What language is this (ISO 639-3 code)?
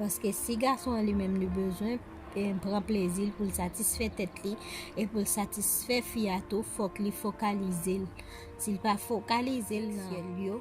hat